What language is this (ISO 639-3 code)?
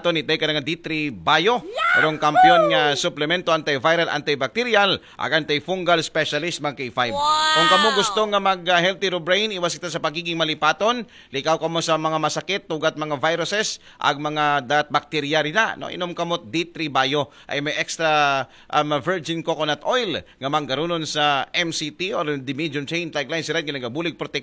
akl